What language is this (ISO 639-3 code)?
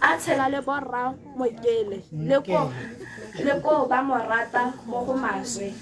tsn